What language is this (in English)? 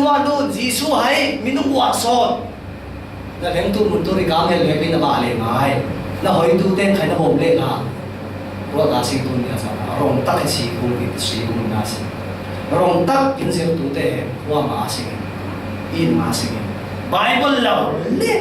Falam Chin